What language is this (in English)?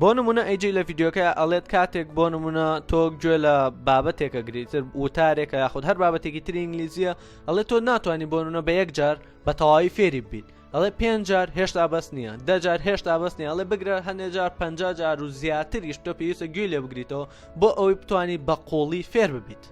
Central Kurdish